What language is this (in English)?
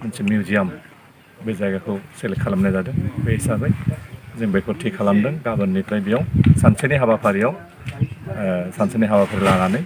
Bodo